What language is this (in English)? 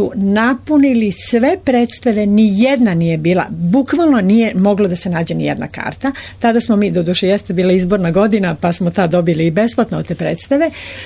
Serbian